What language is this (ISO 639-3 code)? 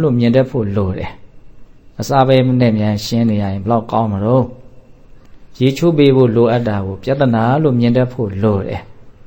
mya